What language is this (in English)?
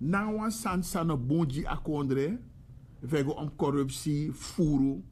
Sranan Tongo